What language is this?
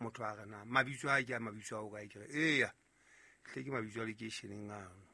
Southern Sotho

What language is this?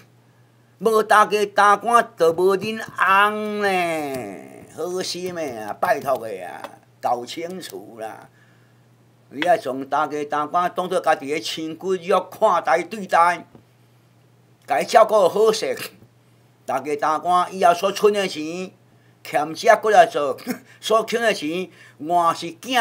Min Nan Chinese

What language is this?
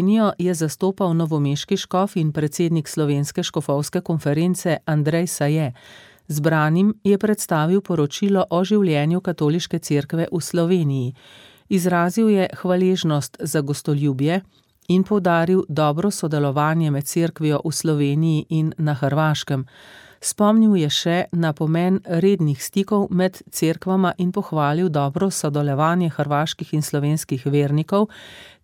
Slovenian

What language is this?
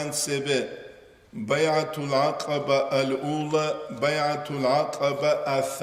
Avaric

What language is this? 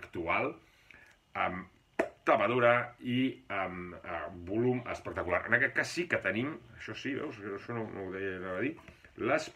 Catalan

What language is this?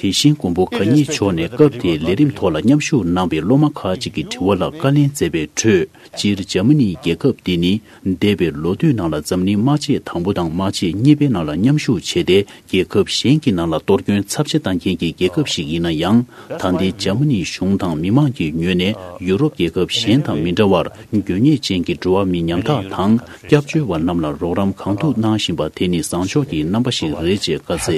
Tibetan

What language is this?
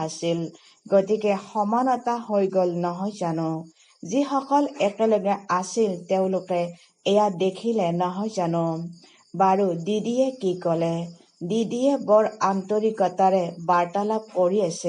Assamese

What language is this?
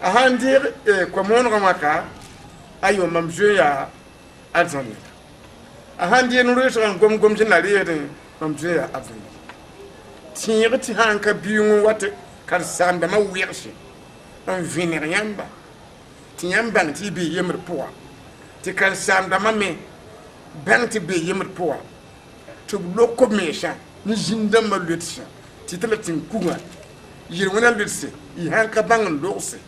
Mossi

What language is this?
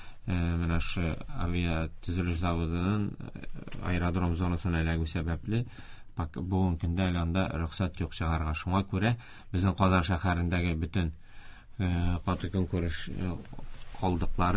Tatar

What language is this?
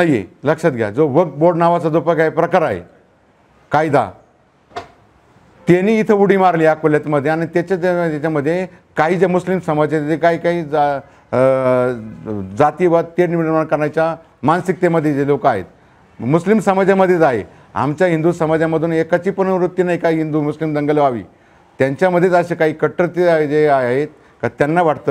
Marathi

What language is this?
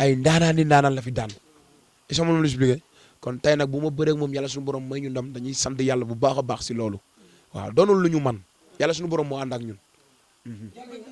Wolof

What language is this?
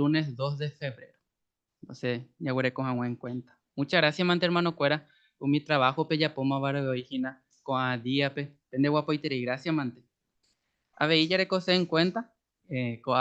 Guarani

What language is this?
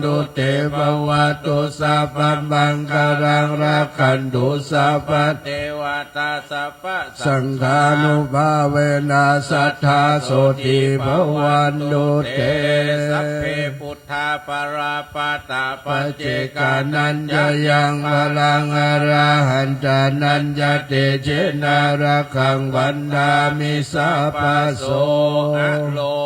Pali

